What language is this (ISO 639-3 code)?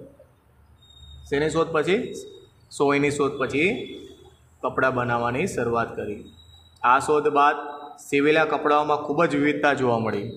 guj